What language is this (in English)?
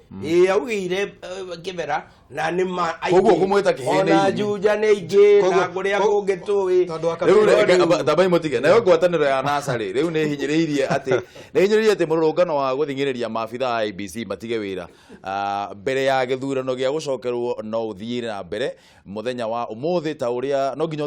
Kikuyu